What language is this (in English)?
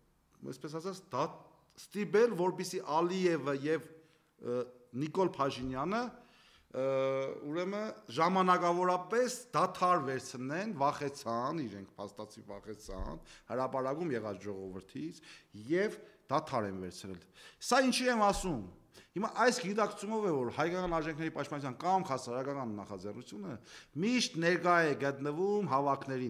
Armenian